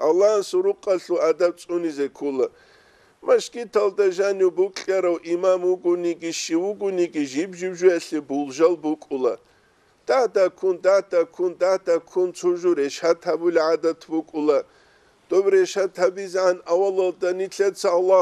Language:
Avaric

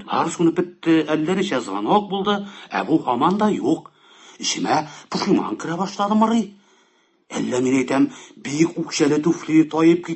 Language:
Tatar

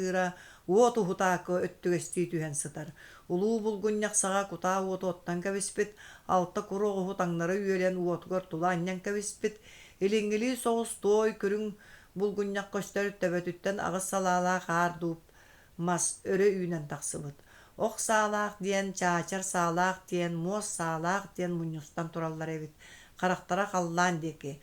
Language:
Yakut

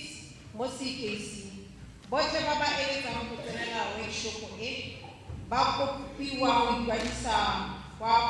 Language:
Tswana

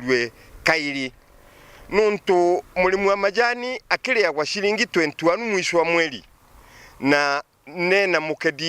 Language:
Meru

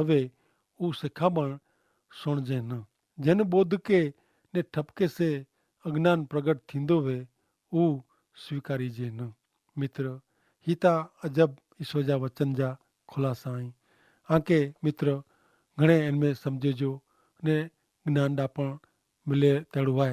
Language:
Kachhi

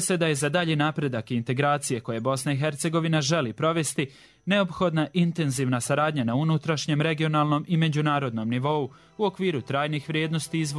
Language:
Bosnian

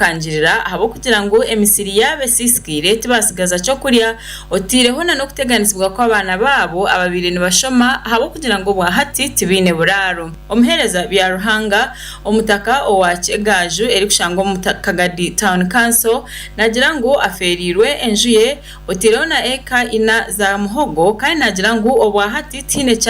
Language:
Nyankole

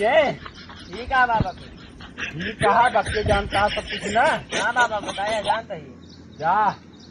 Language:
Awadhi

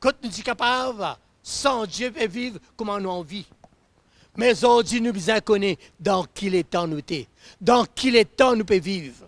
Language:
Morisyen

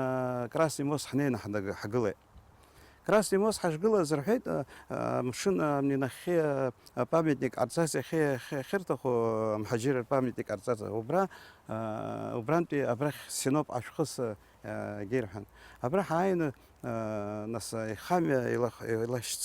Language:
Abkhazian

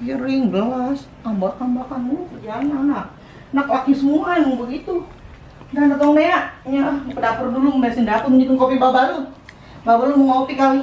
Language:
Betawi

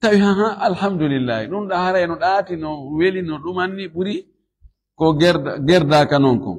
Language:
Fula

